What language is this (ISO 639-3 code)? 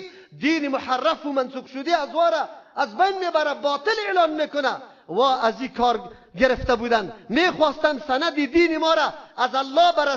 fas